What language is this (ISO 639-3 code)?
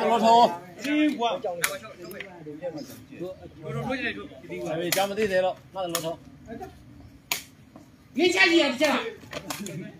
mya